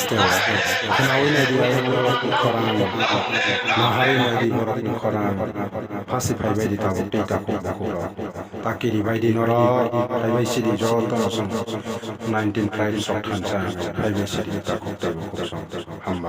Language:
Kok Borok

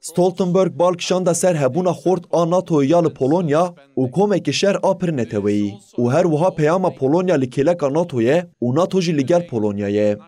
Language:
Kurdish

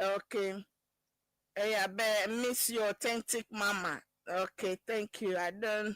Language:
Ewe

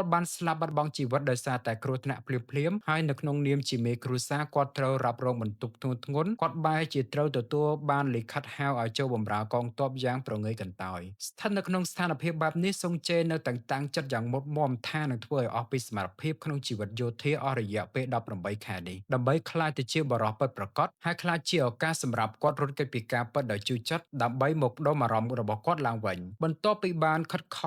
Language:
Khmer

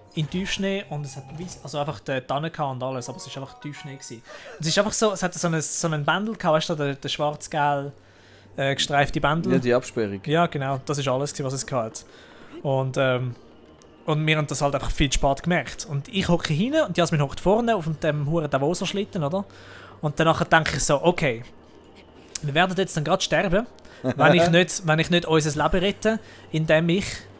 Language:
Swiss German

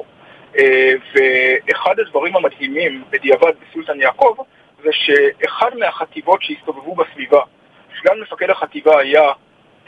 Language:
Hebrew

